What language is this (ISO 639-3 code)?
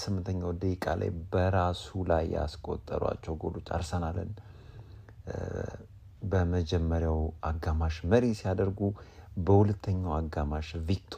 amh